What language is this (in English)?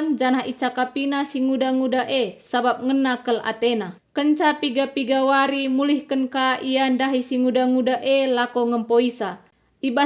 Batak Karo